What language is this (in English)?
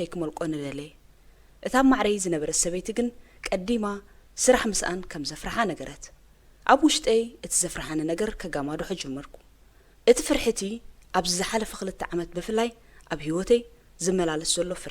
Tigrinya